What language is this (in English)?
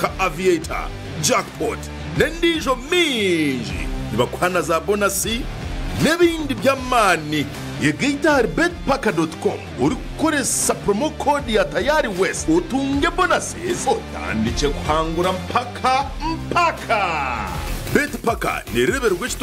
Nyankole